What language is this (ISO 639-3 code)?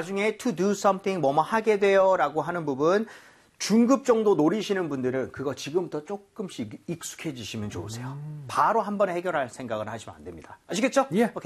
kor